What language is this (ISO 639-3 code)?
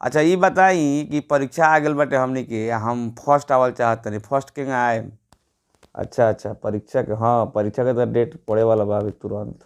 bho